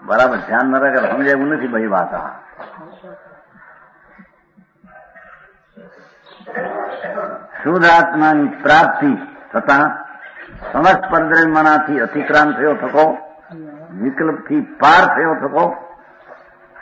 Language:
Gujarati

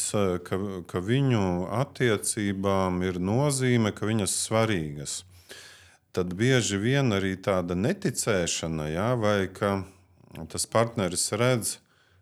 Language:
Latvian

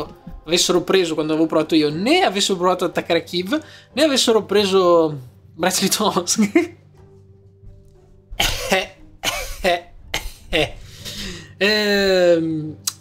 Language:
Italian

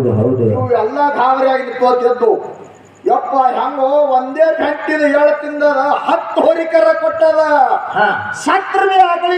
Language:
Kannada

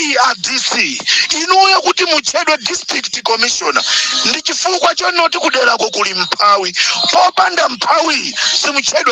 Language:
Nyanja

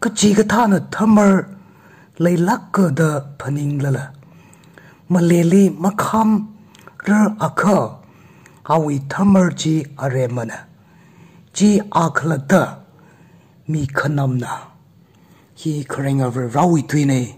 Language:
Tangkhul Naga (India)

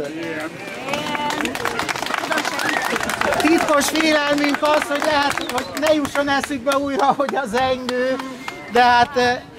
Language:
Hungarian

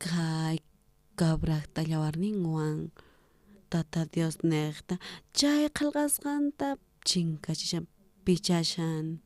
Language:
South Bolivian Quechua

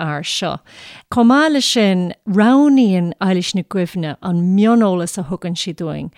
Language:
Irish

